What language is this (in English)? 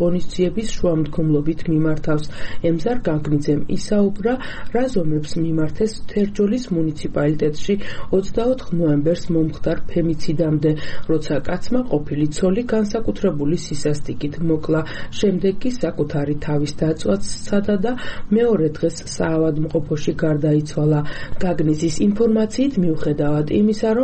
Georgian